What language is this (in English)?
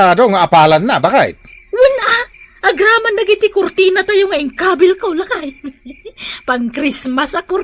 Iloko